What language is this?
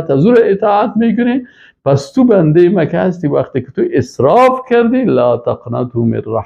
Persian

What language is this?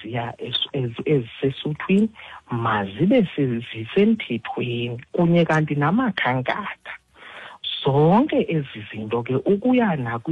Xhosa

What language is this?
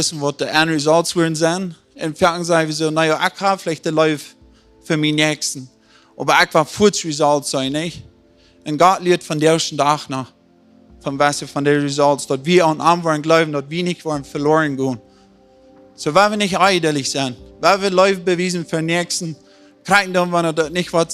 Plautdietsch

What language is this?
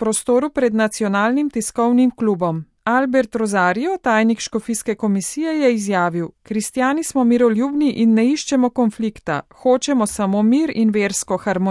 Slovenian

